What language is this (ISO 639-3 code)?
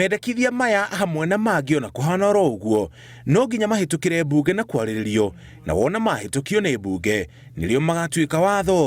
kik